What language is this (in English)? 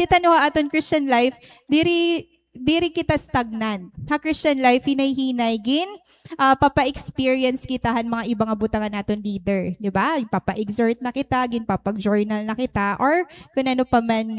Waray